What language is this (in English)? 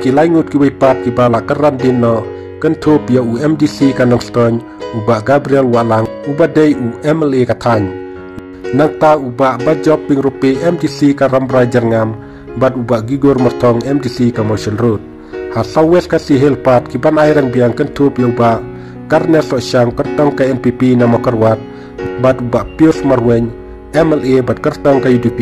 Khasi